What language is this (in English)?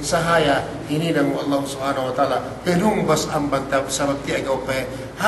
Yakan